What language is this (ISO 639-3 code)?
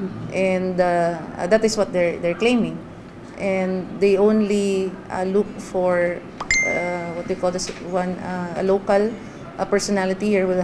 ceb